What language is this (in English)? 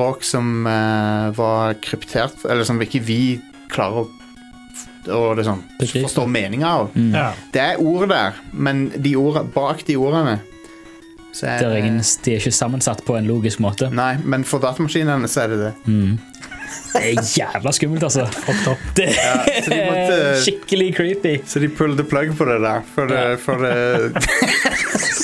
Norwegian